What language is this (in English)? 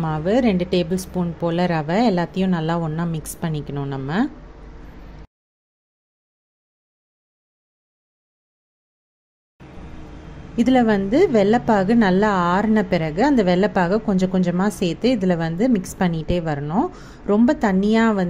Tamil